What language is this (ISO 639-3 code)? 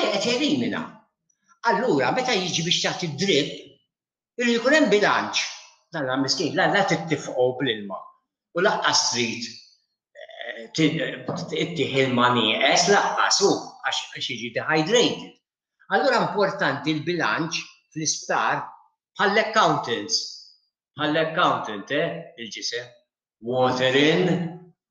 mlt